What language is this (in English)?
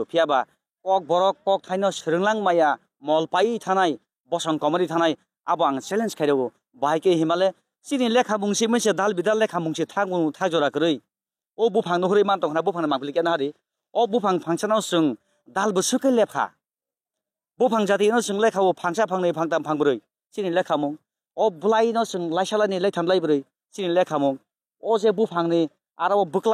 Kok Borok